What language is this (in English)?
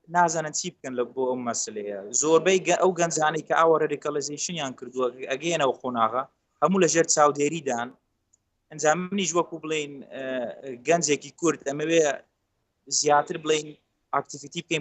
Central Kurdish